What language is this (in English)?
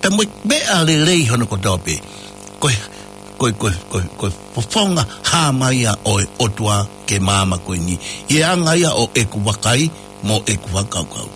Tongan